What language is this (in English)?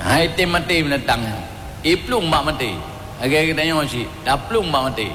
Achinese